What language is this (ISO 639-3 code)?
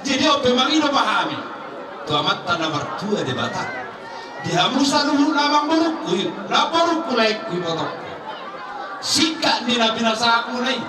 bbc